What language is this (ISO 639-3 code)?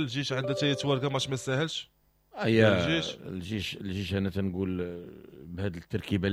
ary